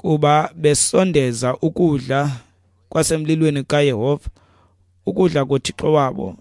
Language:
Xhosa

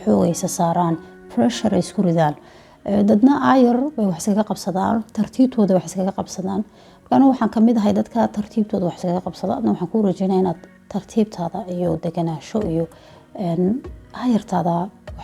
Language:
Somali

